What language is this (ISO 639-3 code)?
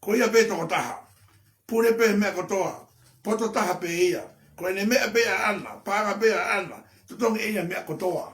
ton